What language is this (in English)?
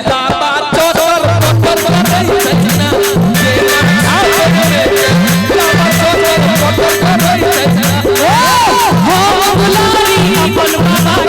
Maithili